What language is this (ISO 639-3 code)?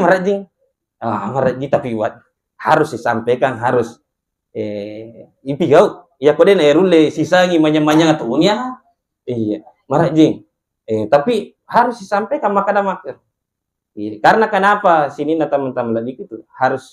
bug